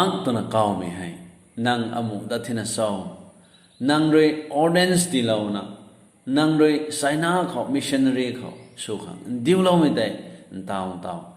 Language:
Rongmei Naga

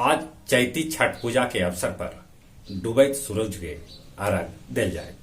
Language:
Magahi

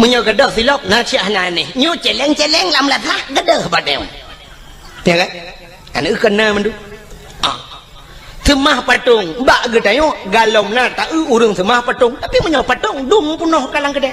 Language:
Achinese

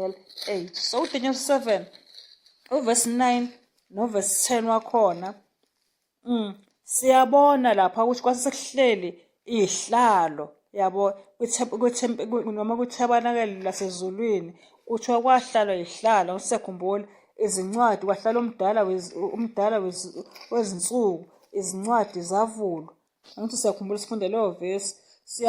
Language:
Zulu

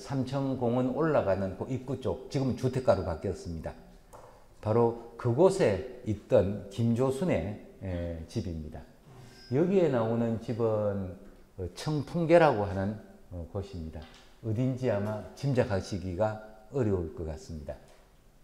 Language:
Korean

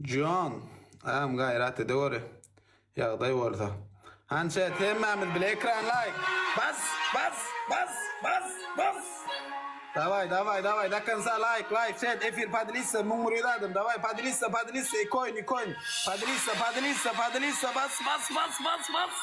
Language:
Turkmen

